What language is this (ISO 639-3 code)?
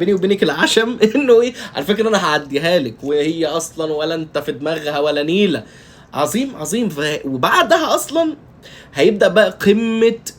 arz